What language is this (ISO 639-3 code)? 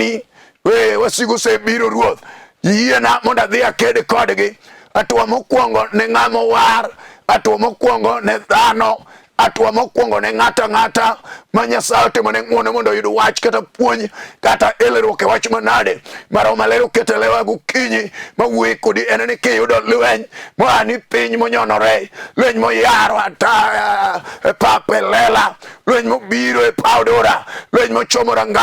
luo